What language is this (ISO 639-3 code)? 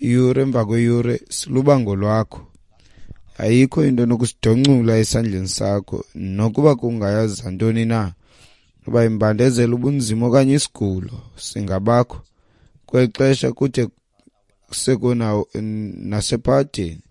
xho